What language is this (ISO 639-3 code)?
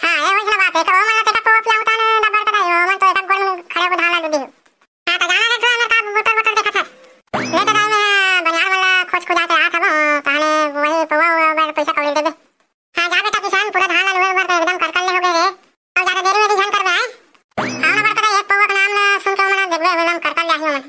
hne